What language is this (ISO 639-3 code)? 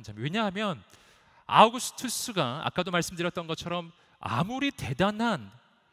kor